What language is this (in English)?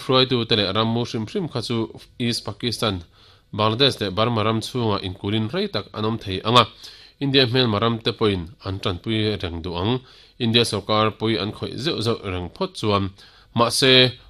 Mizo